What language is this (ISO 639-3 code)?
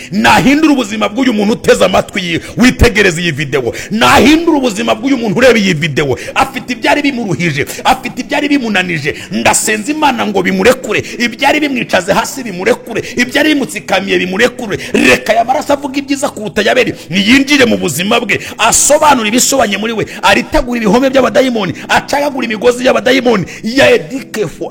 kin